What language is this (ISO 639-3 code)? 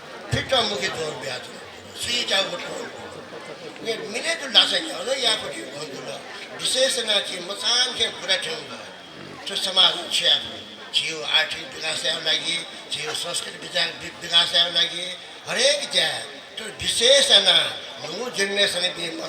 new